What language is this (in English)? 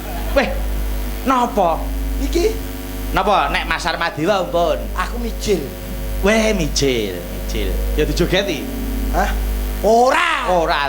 Javanese